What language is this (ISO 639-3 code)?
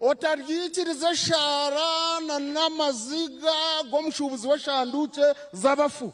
nyn